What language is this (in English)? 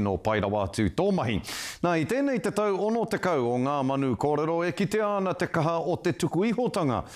Māori